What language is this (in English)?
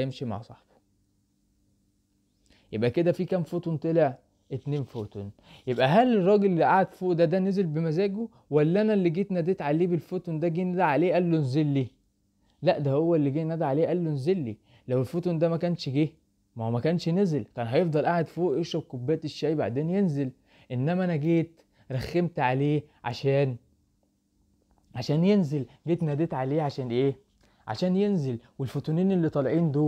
Egyptian Arabic